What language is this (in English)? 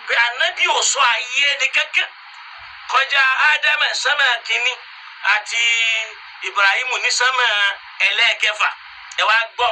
Yoruba